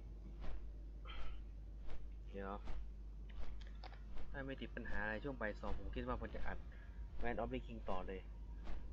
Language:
Thai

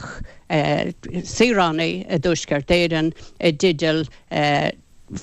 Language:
Irish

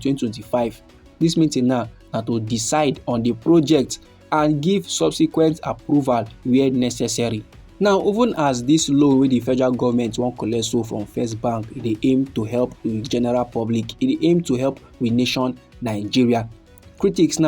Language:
Nigerian Pidgin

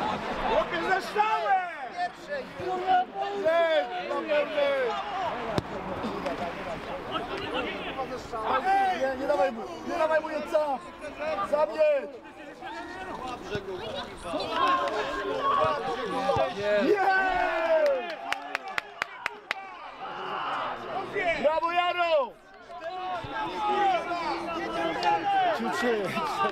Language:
Polish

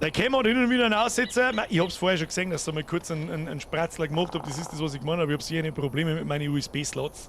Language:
Bavarian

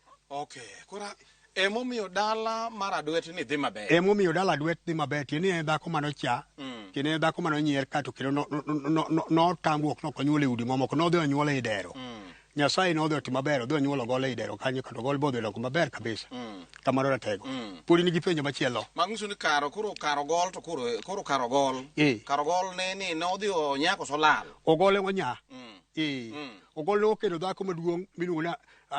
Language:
Luo (Kenya and Tanzania)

